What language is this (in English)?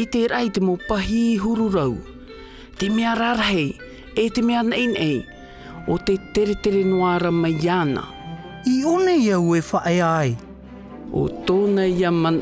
Tahitian